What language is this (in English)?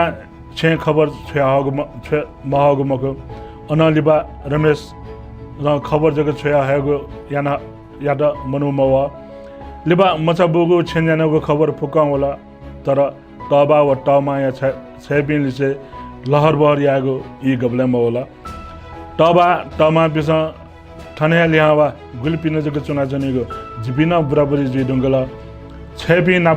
Newari